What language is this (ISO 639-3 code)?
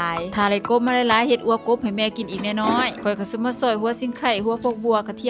lao